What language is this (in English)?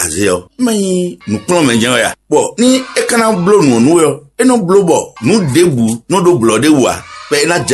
Fon